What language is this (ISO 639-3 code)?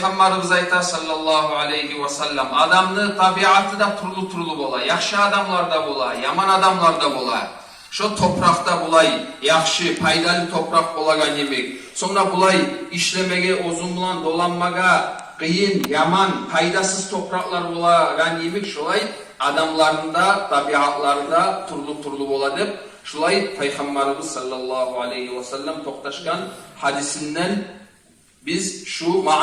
kum